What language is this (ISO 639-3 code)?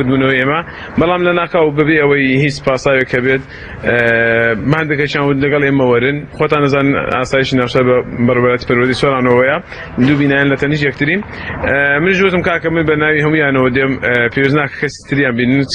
ckb